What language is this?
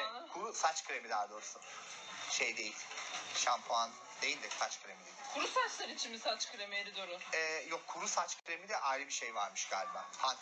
Turkish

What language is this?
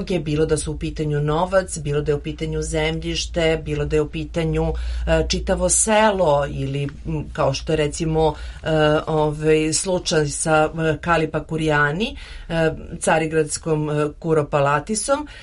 Serbian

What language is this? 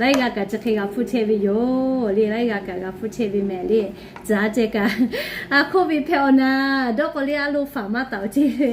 Lahu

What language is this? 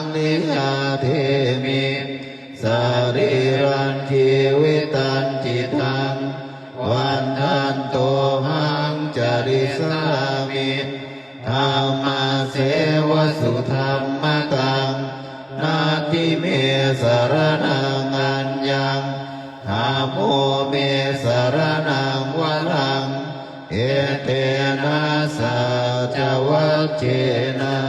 Pali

